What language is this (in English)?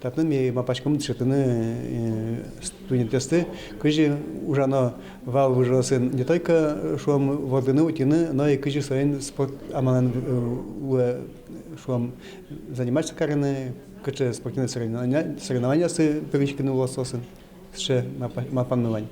Udmurt